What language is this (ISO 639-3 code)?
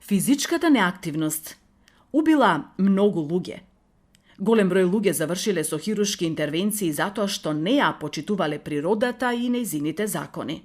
mkd